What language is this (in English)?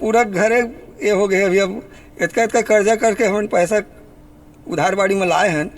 Chhattisgarhi